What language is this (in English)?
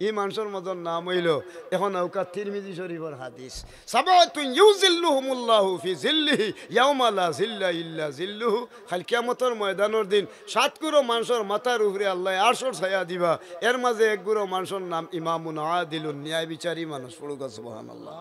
Sylheti